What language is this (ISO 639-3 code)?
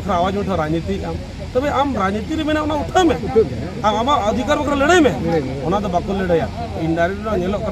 sat